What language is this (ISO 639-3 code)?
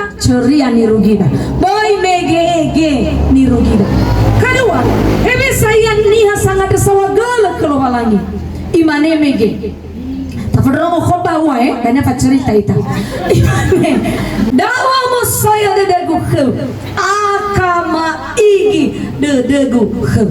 nia